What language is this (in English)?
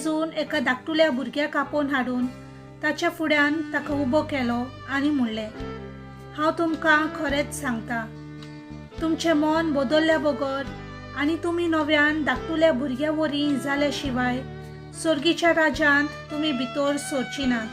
Konkani